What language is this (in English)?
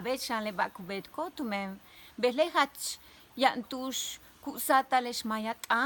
Yucateco